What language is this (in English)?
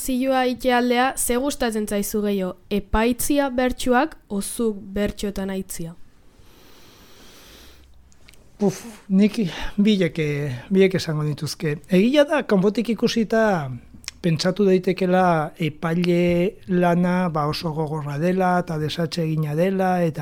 Basque